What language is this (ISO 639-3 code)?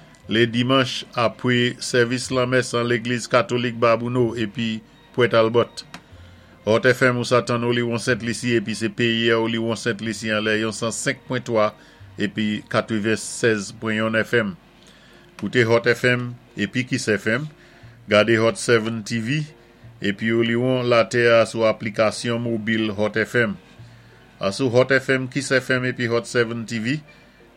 acf